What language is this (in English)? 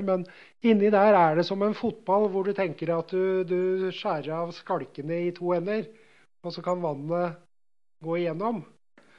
Norwegian